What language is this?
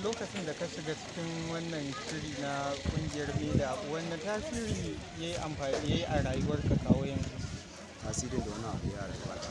Hausa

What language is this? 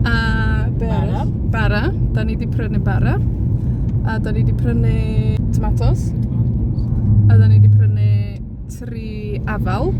Welsh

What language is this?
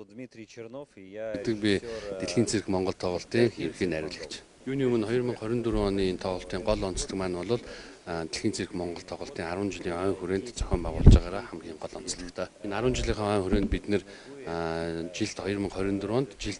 Mongolian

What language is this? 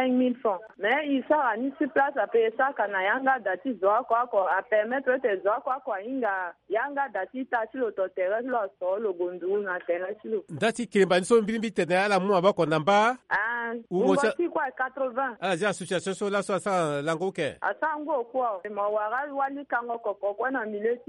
Sango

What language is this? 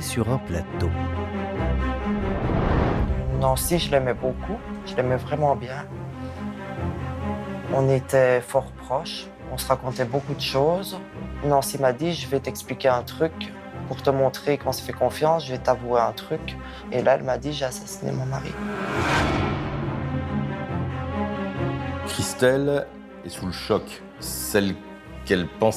French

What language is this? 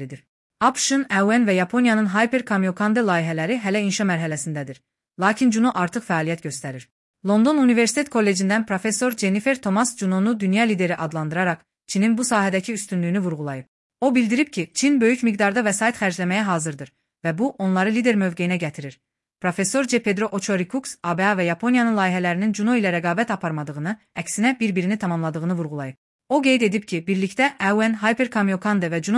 Azerbaijani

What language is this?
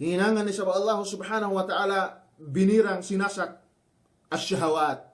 Yakan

